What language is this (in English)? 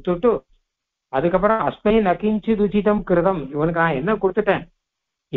Tamil